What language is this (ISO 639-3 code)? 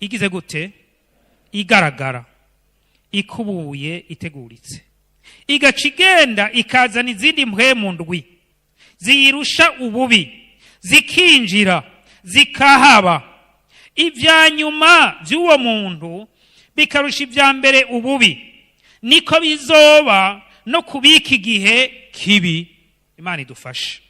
run